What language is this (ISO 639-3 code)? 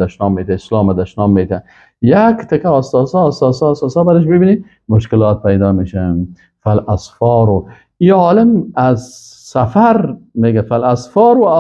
fas